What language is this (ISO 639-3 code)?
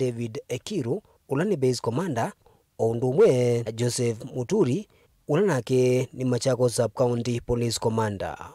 kam